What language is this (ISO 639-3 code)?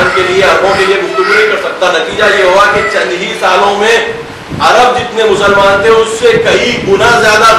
urd